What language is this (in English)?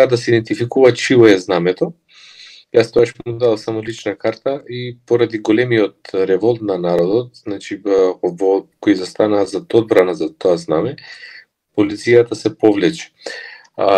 Macedonian